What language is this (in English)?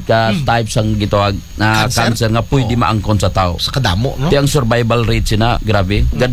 Aklanon